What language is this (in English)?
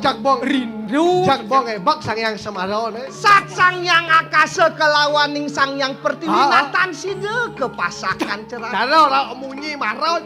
Balinese